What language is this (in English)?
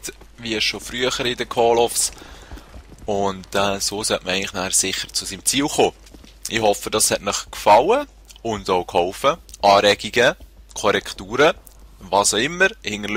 Swiss German